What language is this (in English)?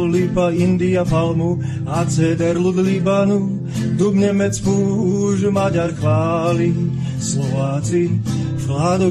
Slovak